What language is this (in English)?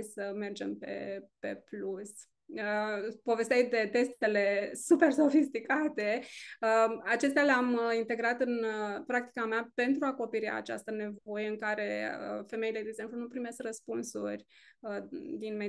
Romanian